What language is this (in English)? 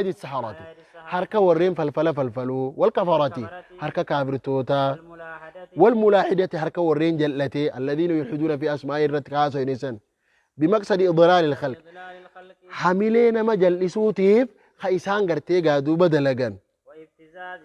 Oromo